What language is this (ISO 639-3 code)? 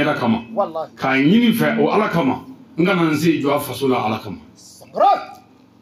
bam